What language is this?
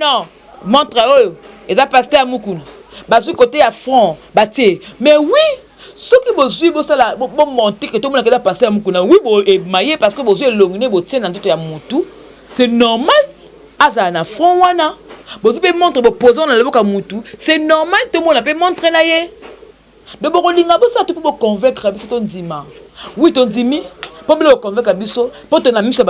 Lingala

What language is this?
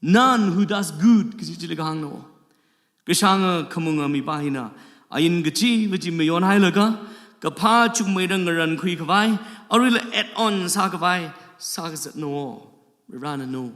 Tangkhul Naga (India)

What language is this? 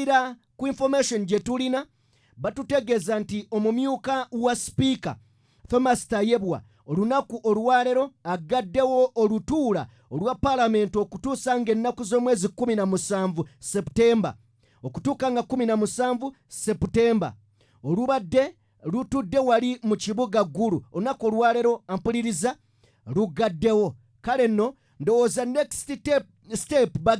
Ganda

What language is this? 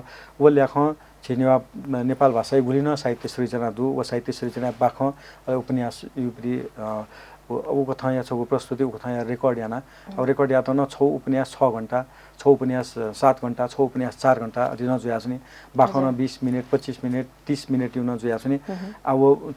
Newari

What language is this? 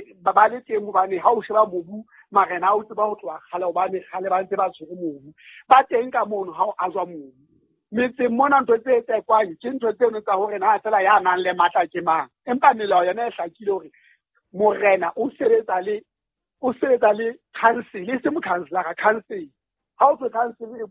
Southern Sotho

